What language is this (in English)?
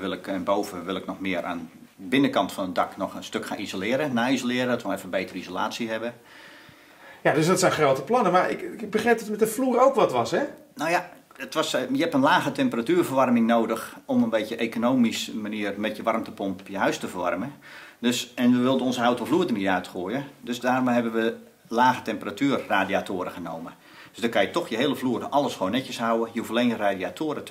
Dutch